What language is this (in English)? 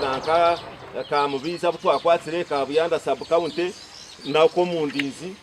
Nyankole